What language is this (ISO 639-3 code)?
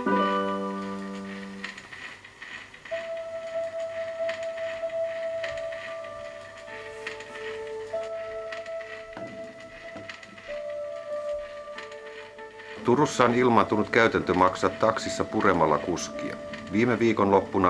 fin